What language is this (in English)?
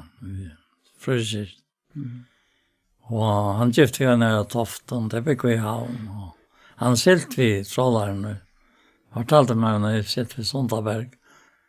Faroese